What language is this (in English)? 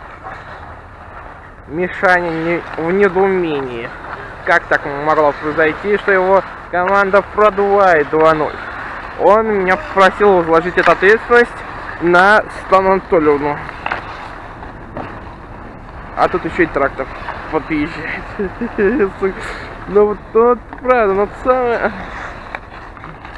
Russian